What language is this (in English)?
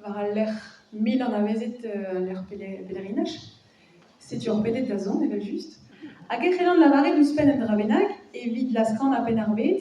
Breton